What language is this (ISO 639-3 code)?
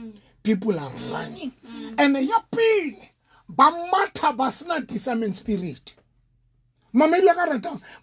sot